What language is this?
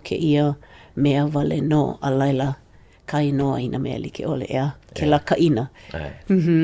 Hawaiian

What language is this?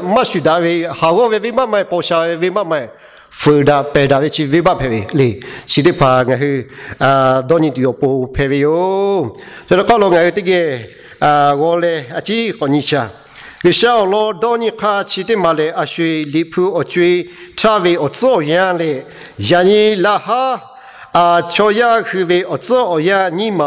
Lahu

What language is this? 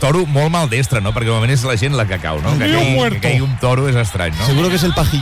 Catalan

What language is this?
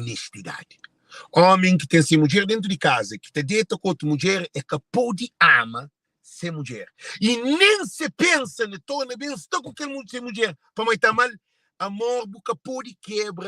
Kabuverdianu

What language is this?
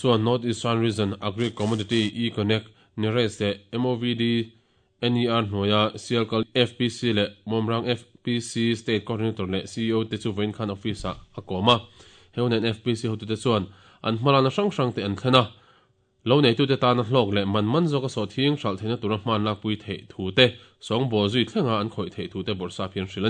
Mizo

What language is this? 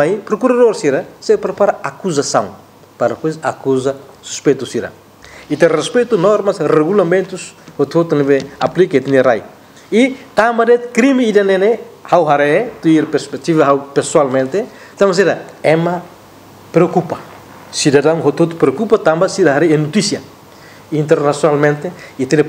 Tetum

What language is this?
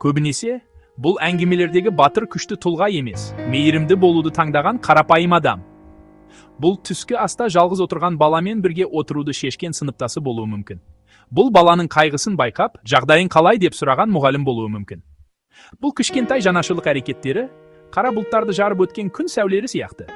Kazakh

